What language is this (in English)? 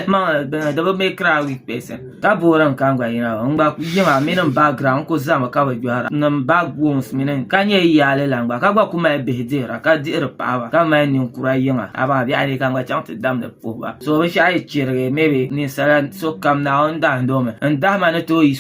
Dagbani